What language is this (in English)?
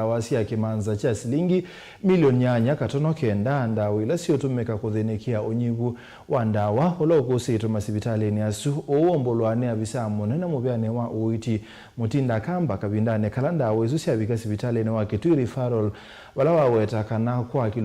Kamba